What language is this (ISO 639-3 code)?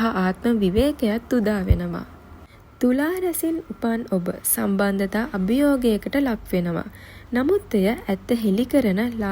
sin